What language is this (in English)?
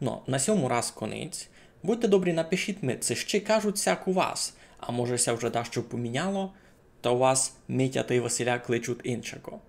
Rusyn